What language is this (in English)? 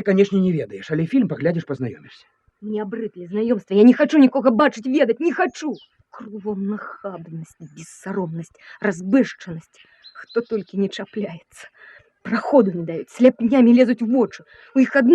Belarusian